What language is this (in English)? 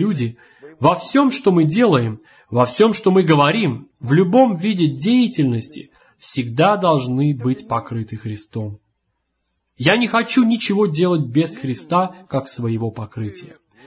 Russian